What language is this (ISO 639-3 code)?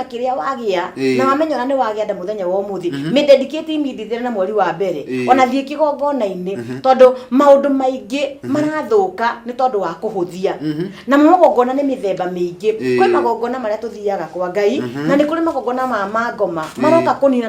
kik